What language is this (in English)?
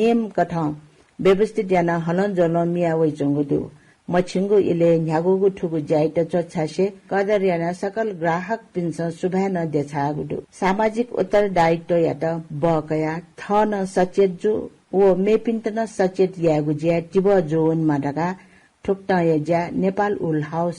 Newari